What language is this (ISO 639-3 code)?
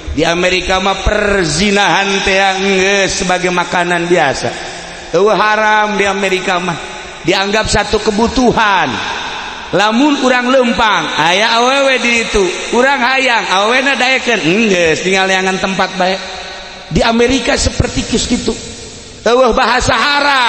sun